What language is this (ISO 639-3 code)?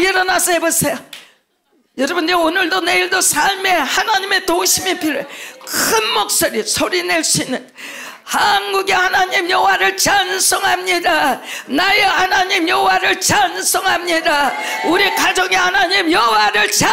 kor